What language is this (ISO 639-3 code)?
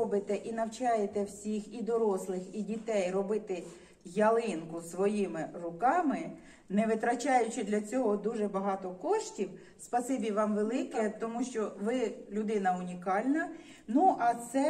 ukr